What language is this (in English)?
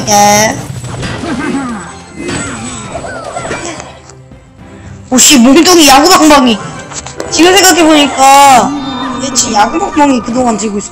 Korean